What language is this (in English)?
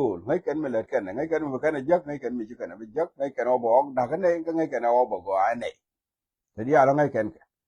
Nuer